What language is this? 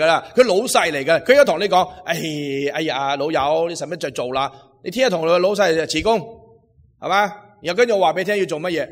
Cantonese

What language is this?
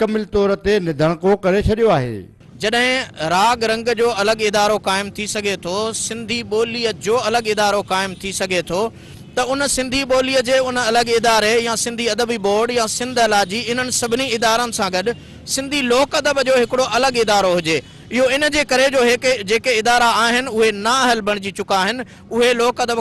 Sindhi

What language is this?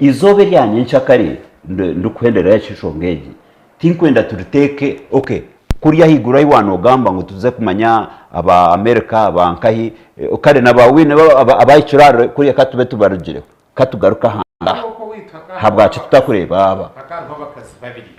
Nyankole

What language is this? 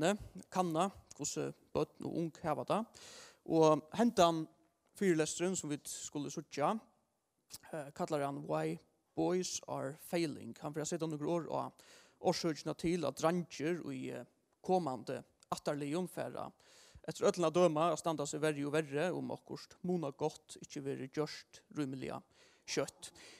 Faroese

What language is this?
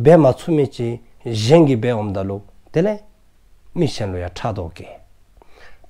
Dzongkha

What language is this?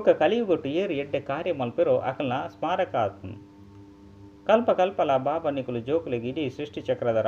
Tulu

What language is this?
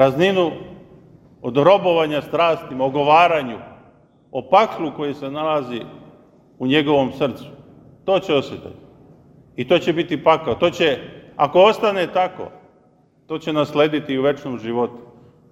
Serbian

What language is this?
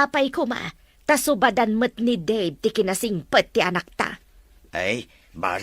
Iloko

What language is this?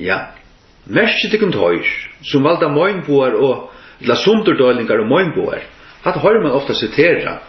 Faroese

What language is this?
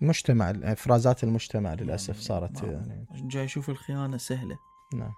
Mesopotamian Arabic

